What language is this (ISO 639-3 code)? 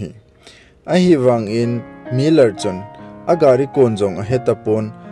tcz